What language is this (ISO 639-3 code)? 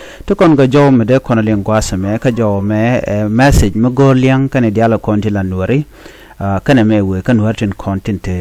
nus